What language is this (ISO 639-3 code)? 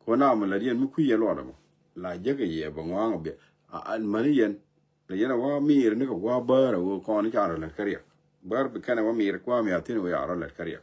nus